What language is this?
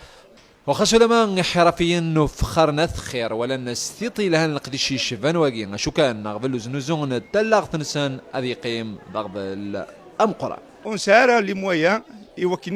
Kabyle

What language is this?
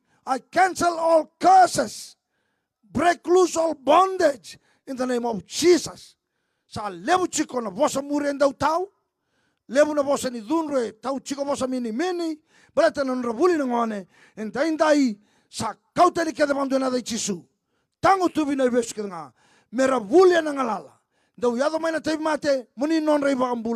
Fijian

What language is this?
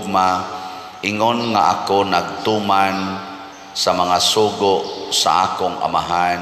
Cebuano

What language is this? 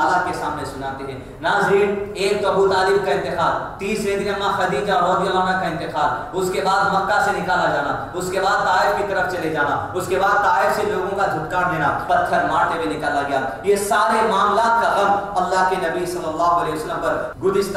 Urdu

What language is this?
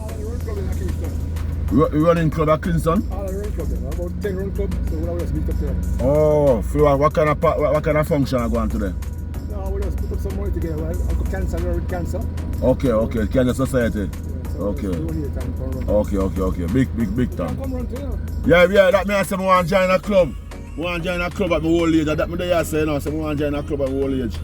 Jamaican Creole English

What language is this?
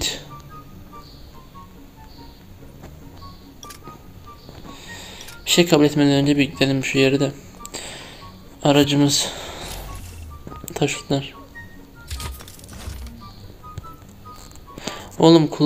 Turkish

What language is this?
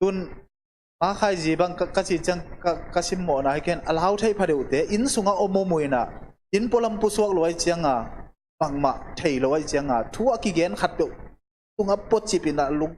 Tedim Chin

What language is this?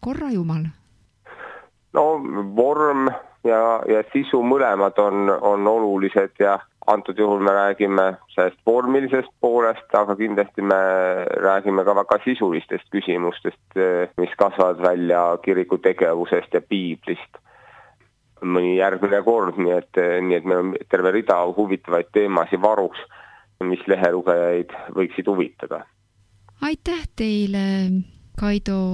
Estonian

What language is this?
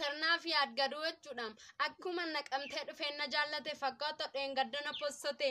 Oromo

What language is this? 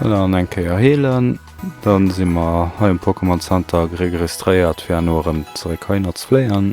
Luxembourgish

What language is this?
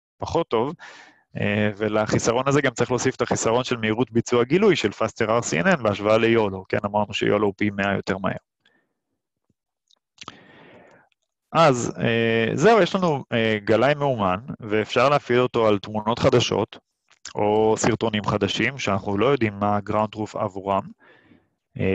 Hebrew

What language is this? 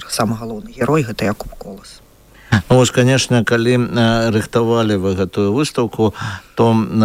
Belarusian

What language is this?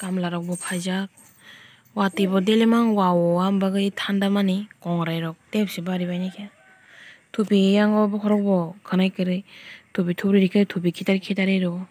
Kok Borok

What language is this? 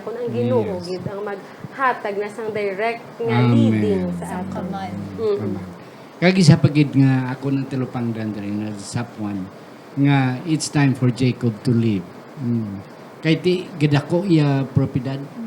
Hiligaynon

